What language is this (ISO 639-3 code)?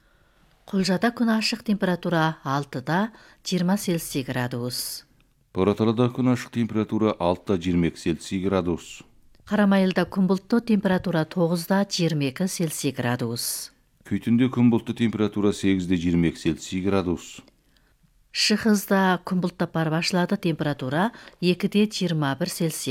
kaz